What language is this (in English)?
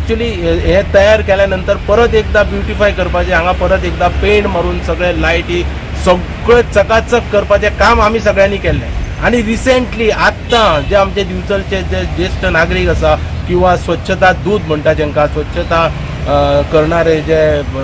Konkani